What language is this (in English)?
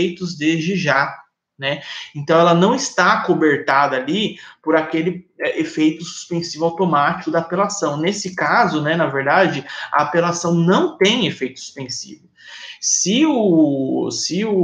Portuguese